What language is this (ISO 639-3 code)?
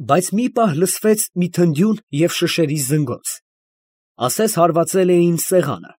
hye